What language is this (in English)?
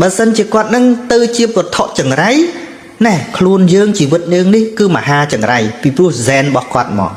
Khmer